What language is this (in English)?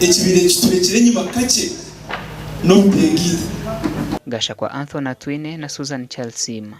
Nyankole